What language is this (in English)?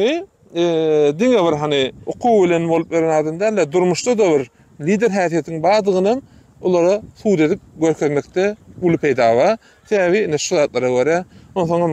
Turkmen